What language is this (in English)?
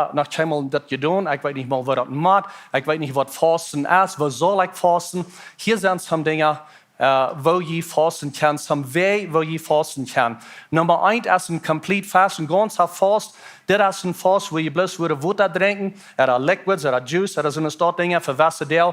Plautdietsch